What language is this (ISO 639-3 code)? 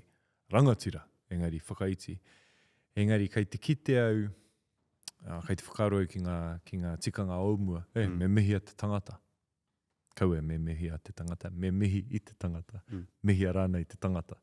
mri